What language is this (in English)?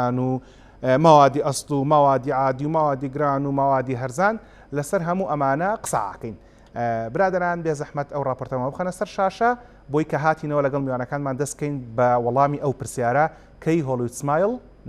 Central Kurdish